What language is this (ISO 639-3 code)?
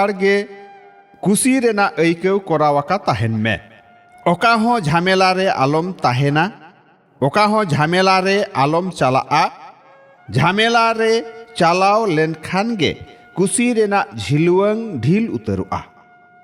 sat